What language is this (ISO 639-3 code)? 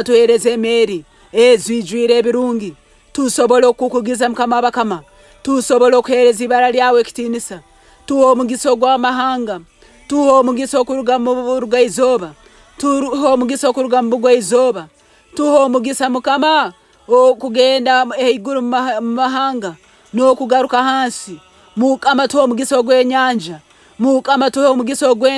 nyo